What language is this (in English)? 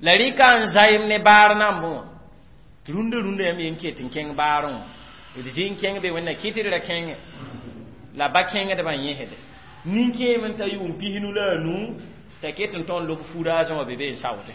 Mossi